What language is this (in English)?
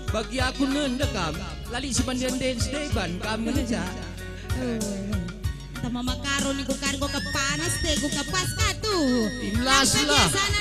Batak Karo